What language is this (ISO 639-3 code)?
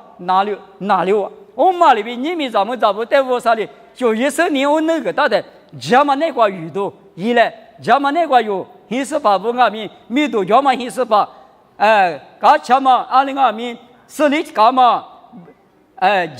lis